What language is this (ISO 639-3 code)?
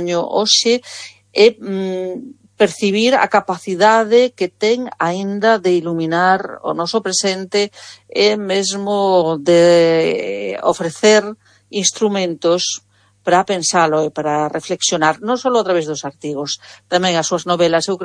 glg